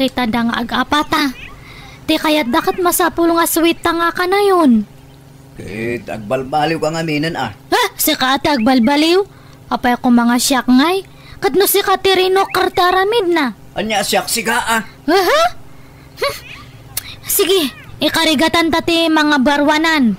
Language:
Iloko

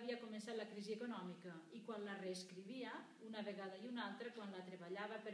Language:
Catalan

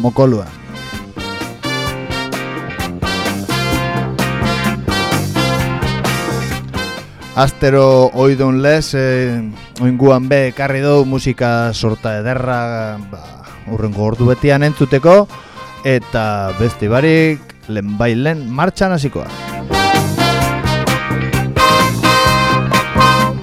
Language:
Basque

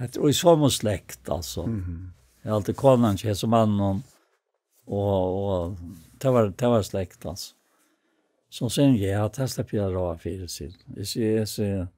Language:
Faroese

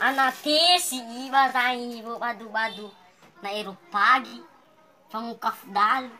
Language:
Nias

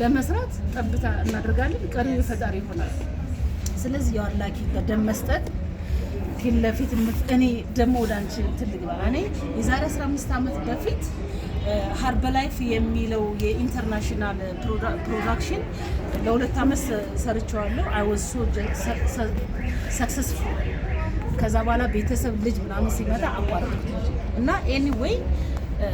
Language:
Amharic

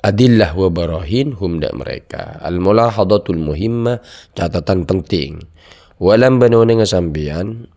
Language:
Madurese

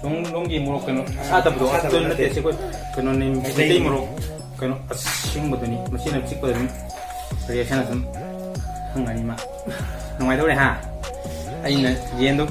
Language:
Manipuri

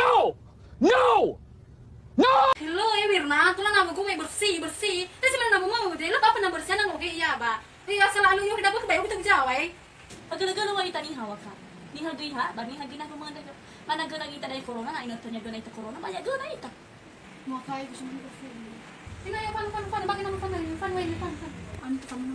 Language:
Nias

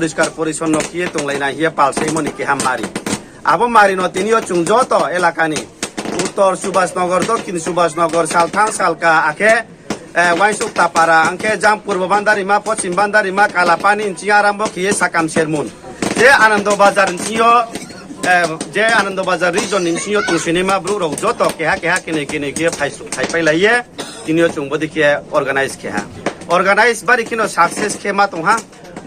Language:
Riang (India)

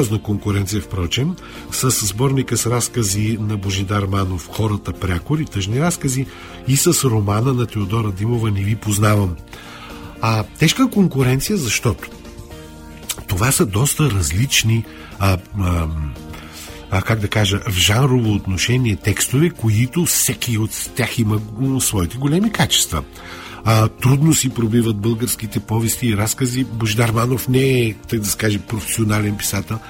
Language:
Bulgarian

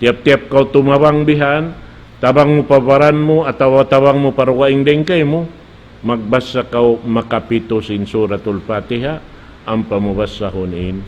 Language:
Tausug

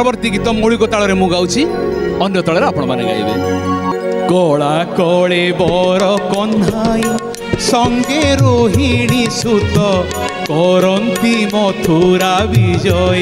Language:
Odia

